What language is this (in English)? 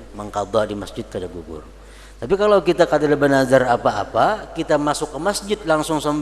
Banjar